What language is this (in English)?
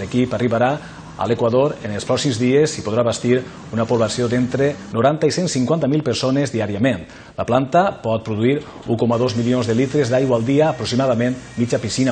Catalan